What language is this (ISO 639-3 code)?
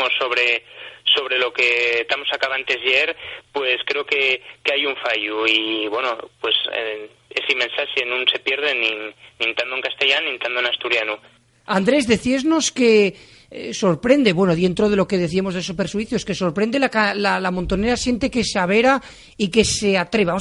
ast